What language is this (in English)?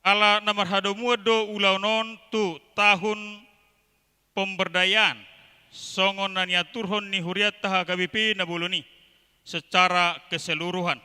Batak Toba